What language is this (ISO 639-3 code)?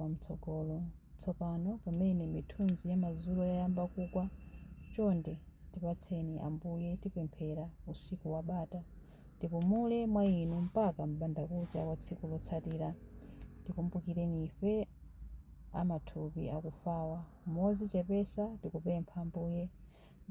nya